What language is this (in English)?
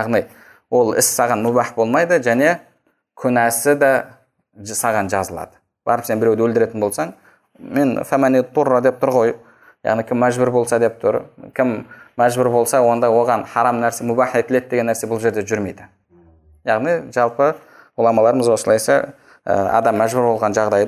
Kazakh